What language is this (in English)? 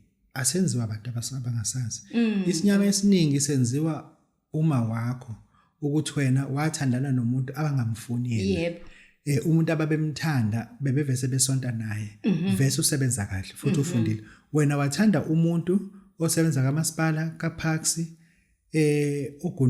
Zulu